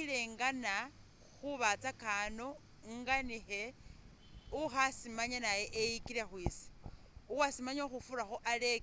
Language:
Masaaba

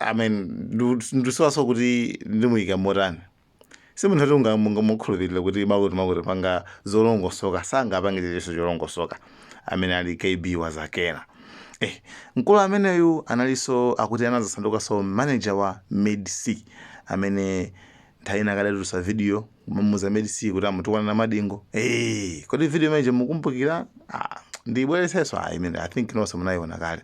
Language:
Nyanja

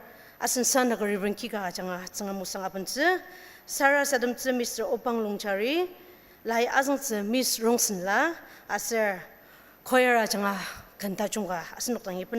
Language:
Ao Naga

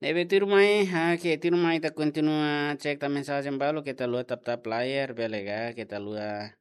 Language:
Tetum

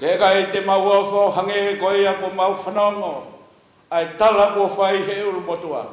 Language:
Tongan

